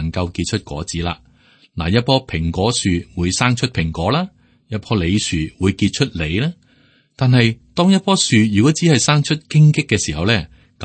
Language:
Cantonese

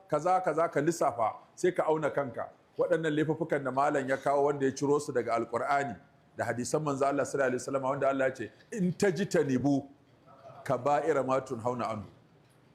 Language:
Hausa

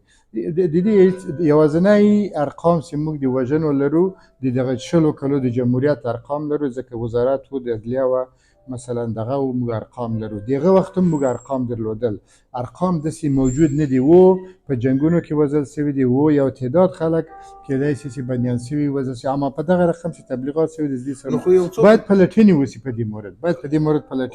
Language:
Pashto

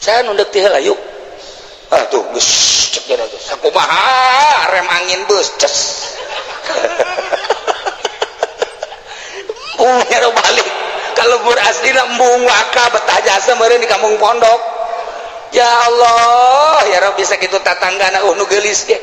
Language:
Sundanese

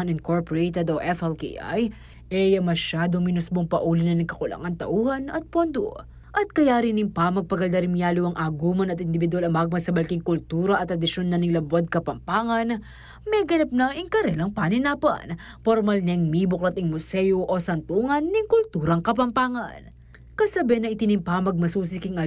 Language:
Pampanga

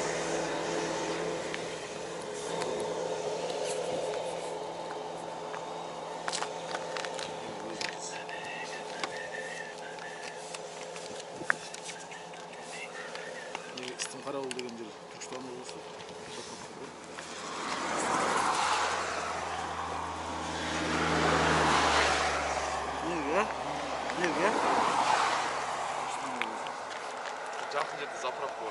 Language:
Kazakh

